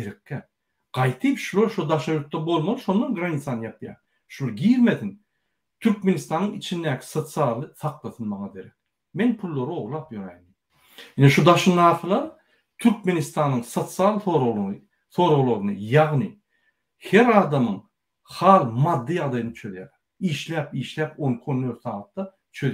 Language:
Turkmen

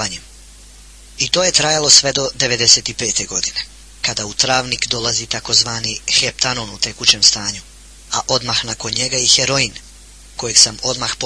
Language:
Bosnian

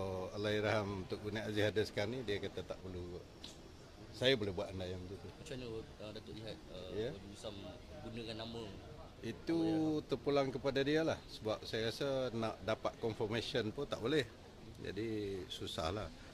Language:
Malay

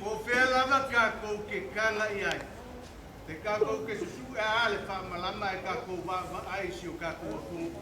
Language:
Samoan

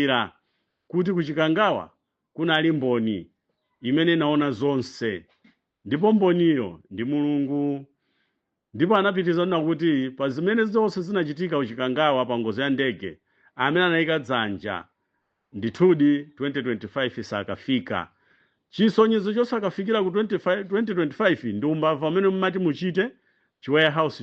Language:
Nyanja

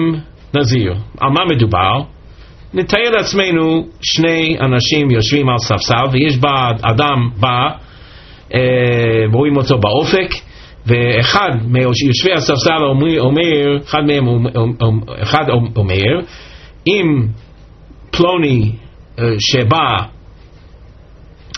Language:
Hebrew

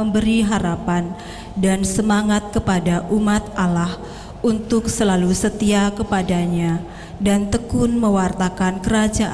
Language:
Indonesian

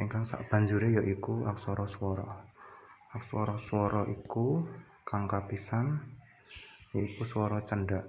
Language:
Javanese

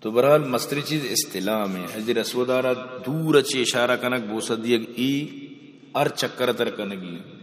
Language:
Eastern Balochi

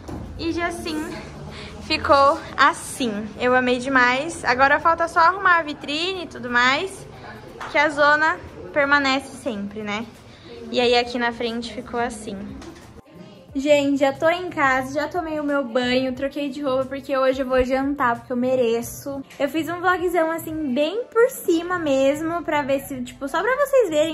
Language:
Portuguese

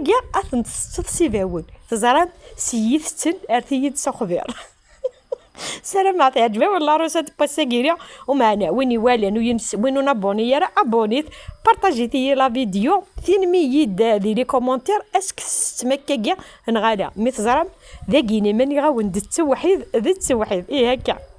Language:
Kabyle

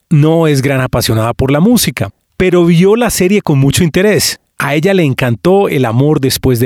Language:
Spanish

